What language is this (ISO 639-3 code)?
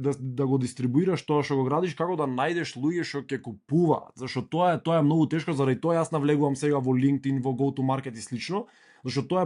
mkd